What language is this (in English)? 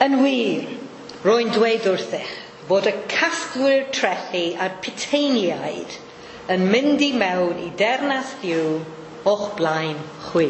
Welsh